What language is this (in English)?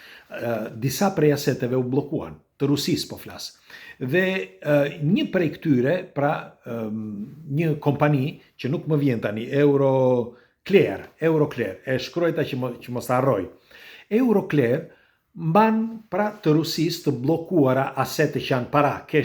Albanian